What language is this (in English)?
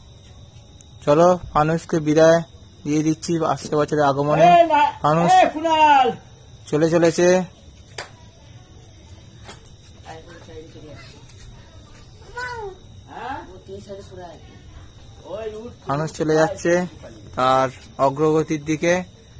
Bangla